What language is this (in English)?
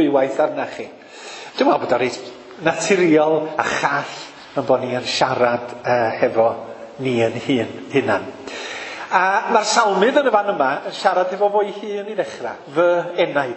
Welsh